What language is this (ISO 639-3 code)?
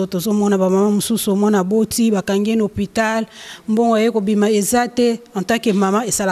lin